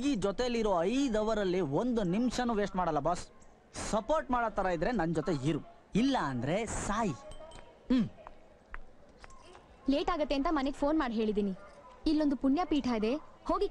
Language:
Kannada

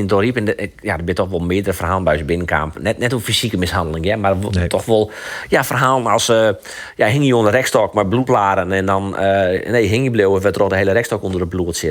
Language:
Western Frisian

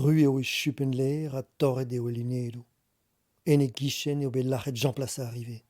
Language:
Breton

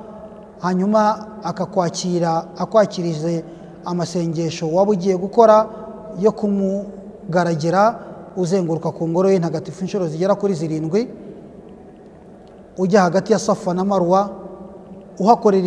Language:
Kinyarwanda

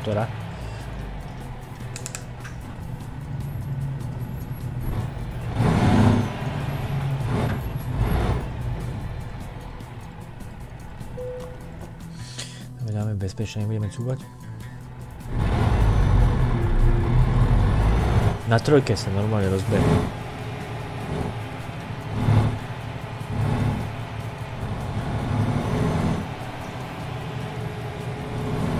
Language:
Slovak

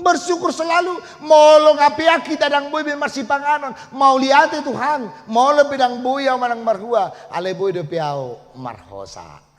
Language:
Batak Toba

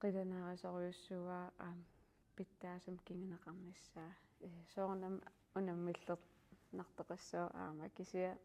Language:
Kalaallisut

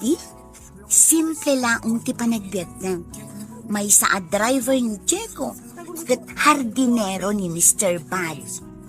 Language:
Iloko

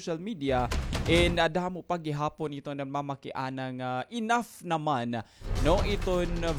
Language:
Waray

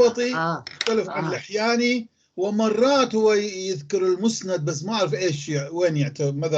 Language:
North Levantine Arabic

